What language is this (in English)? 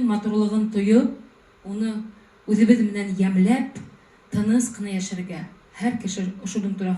Bashkir